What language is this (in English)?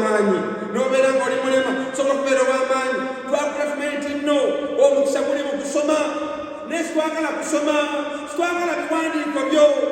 Ganda